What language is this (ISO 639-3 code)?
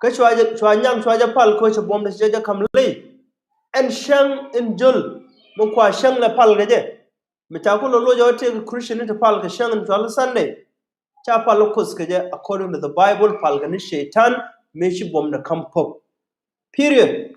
nus